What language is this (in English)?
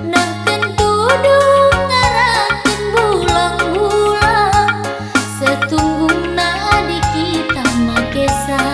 Batak Karo